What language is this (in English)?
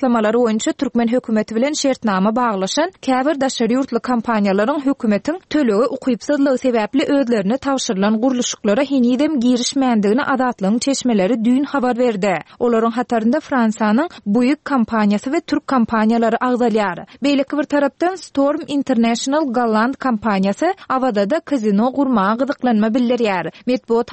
Turkmen